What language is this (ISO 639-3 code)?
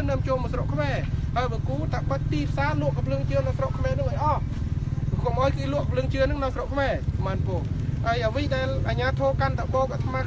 khm